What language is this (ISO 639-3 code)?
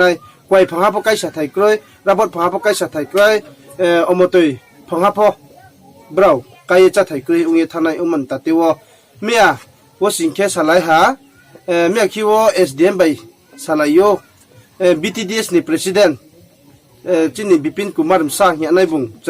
ria